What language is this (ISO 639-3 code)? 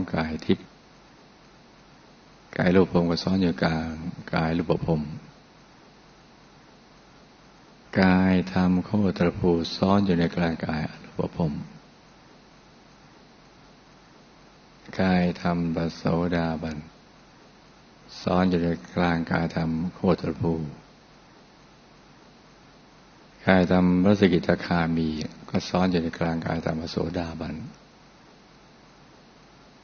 tha